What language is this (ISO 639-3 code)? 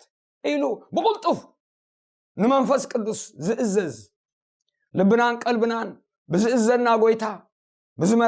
tir